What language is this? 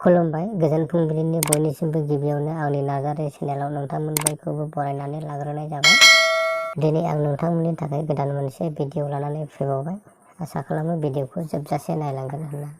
Bodo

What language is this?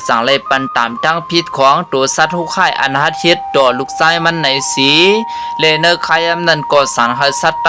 Shan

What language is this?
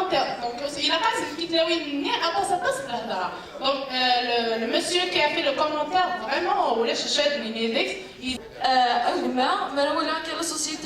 Kabyle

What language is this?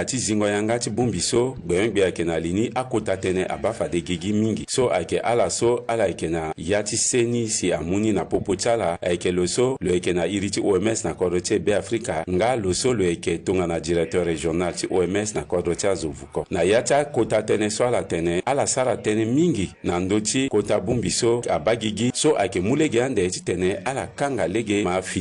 Sango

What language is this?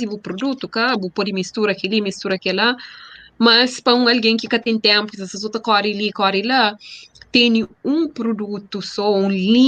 Kabuverdianu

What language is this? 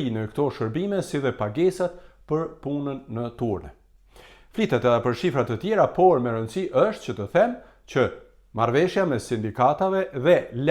Albanian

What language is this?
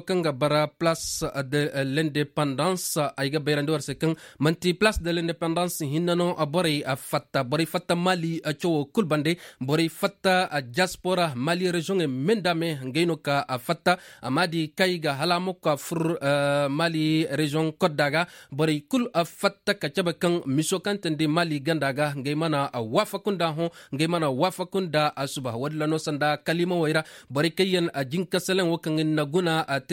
Zarma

